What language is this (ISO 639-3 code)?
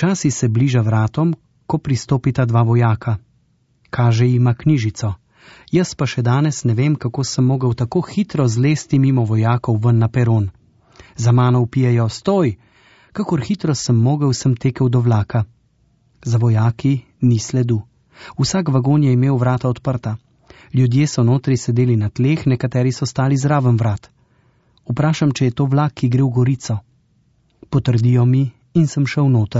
slv